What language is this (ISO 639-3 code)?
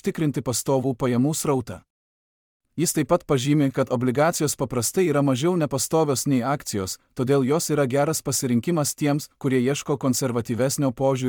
lit